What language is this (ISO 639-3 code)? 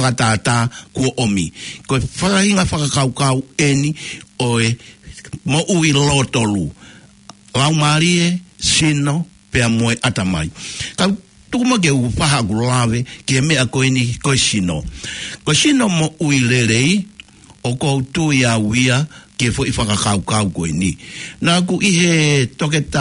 ton